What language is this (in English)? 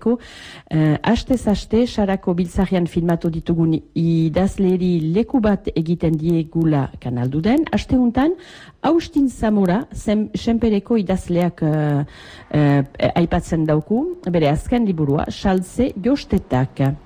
Basque